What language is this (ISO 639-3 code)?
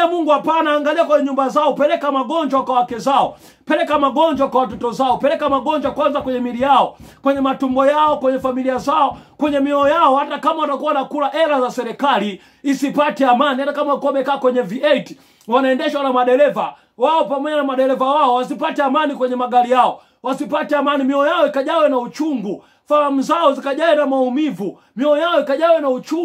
swa